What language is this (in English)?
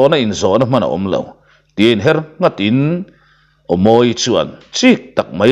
Mizo